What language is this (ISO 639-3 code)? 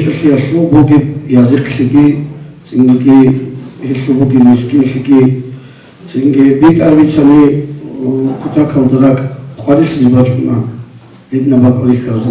ava